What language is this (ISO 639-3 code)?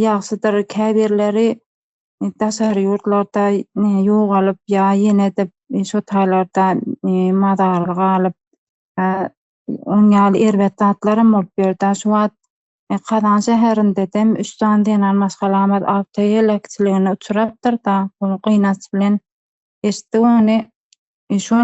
tuk